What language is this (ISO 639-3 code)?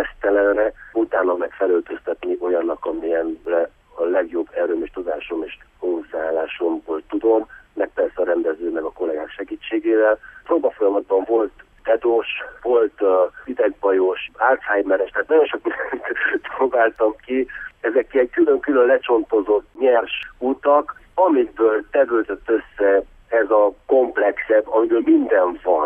hun